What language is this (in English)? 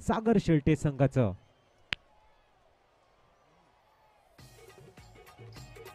Marathi